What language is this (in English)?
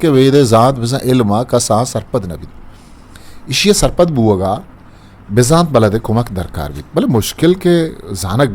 Eastern Balochi